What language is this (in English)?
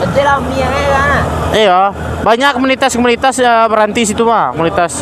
Minangkabau